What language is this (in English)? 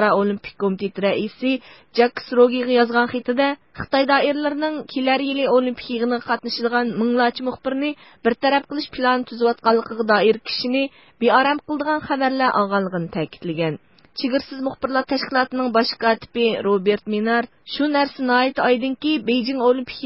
Uyghur